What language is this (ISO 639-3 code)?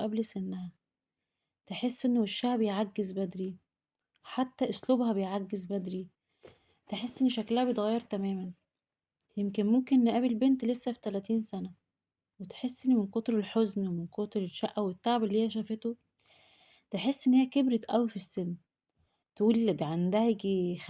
arz